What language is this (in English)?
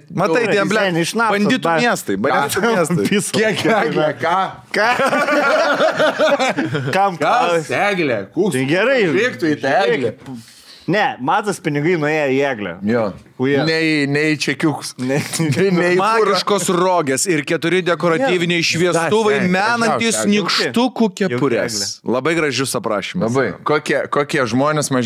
Lithuanian